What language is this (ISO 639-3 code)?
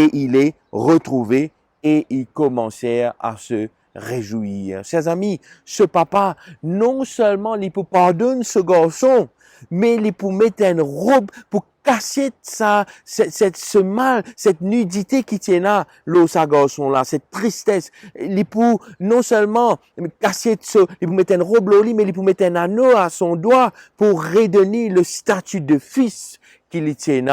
mfe